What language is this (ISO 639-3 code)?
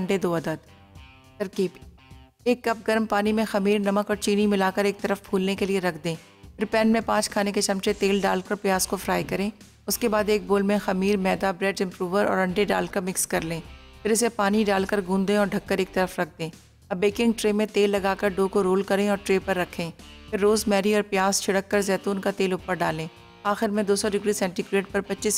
hin